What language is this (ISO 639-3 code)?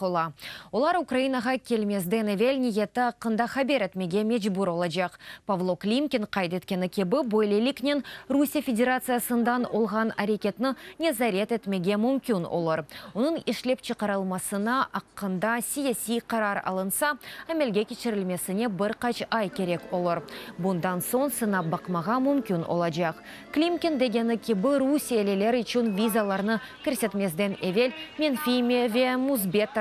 crh